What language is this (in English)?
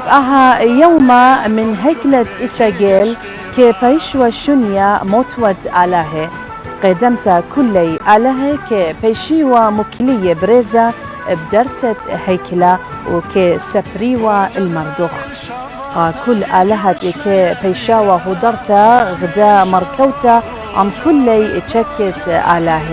Assyrian Neo-Aramaic